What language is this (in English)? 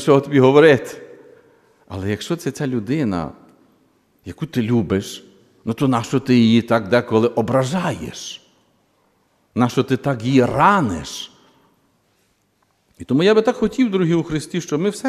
Ukrainian